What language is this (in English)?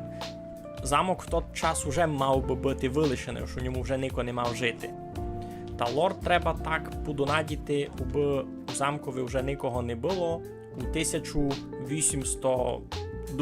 Rusyn